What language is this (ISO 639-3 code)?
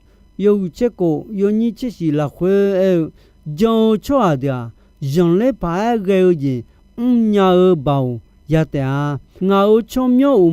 ahk